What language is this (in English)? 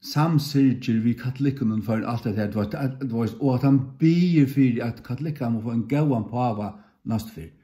Faroese